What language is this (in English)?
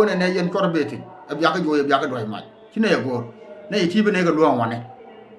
Nuer